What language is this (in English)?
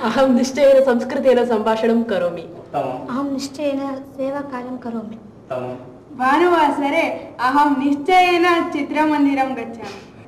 Sanskrit